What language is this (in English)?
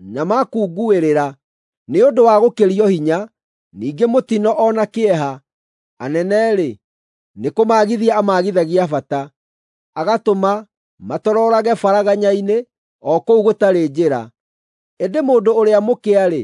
Kikuyu